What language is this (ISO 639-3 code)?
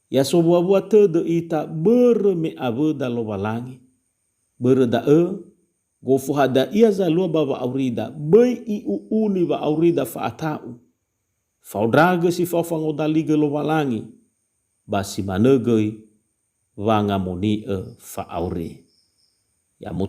nia